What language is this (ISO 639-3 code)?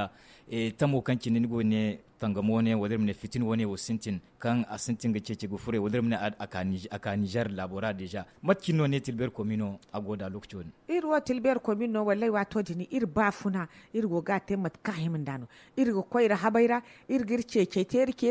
dje